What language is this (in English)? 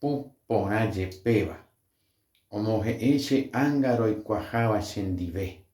Guarani